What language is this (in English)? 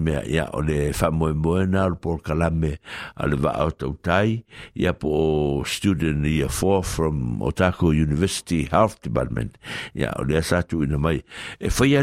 Samoan